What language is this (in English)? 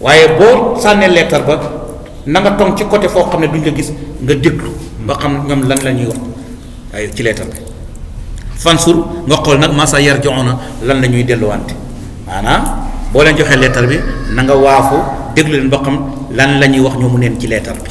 Wolof